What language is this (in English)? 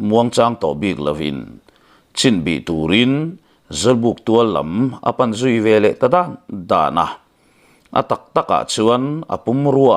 Mizo